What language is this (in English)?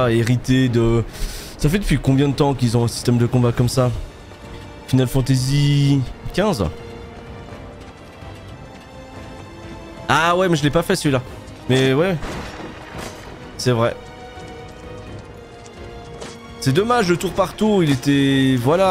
French